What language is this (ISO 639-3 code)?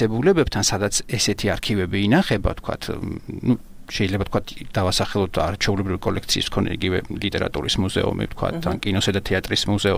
kat